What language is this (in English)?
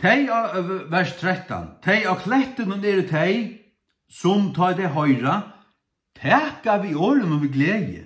Faroese